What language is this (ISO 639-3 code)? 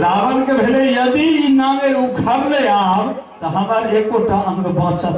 mai